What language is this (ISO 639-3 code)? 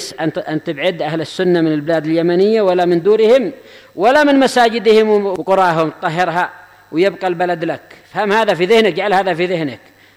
ara